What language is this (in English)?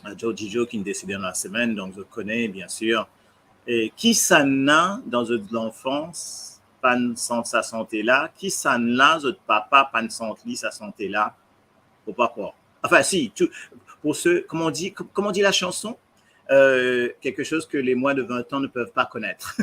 Morisyen